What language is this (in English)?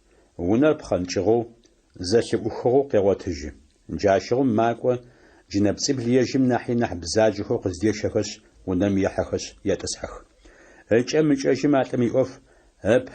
Adyghe